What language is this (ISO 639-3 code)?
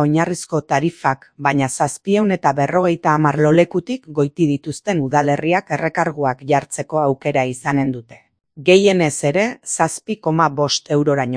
eus